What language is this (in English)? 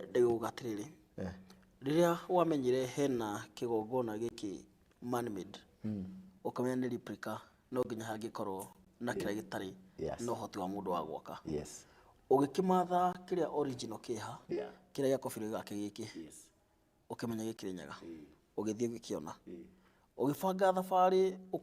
Kikuyu